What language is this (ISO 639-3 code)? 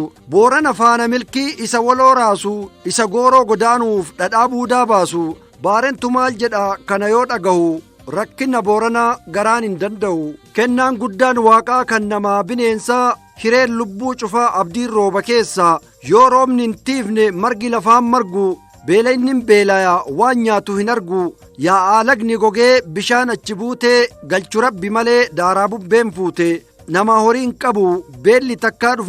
orm